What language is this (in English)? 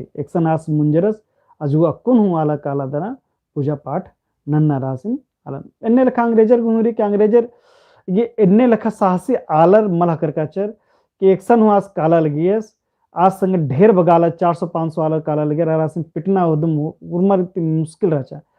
Kurukh